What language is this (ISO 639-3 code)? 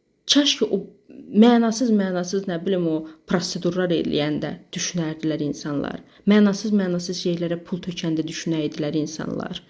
aze